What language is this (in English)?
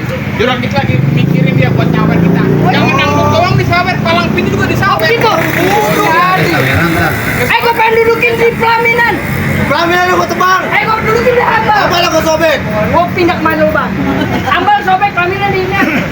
Betawi